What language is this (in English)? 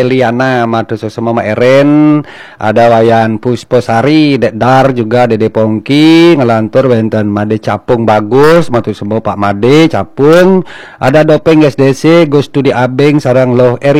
Balinese